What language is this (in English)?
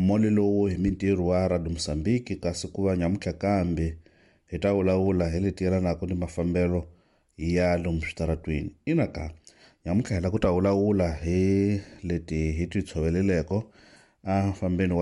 Tsonga